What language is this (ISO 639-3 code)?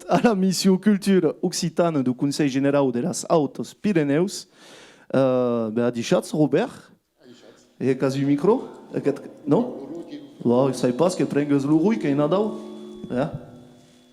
oci